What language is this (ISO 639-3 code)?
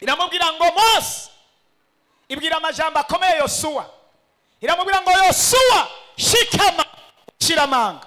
run